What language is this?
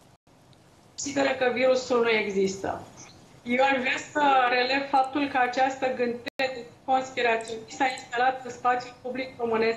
Romanian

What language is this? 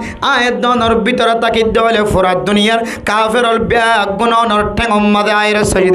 Rohingya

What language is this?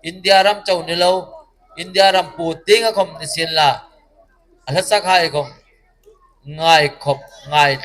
Hmar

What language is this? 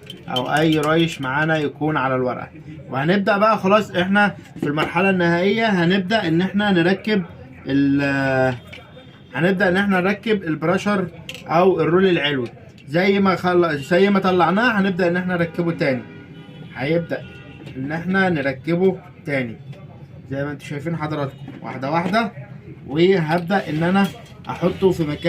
Egyptian Arabic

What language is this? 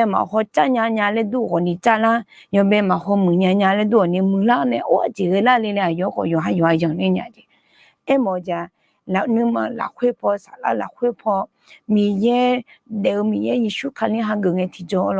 Akha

